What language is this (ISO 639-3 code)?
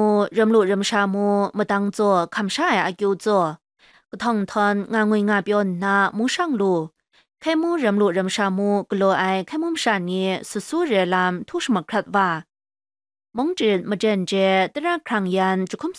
kac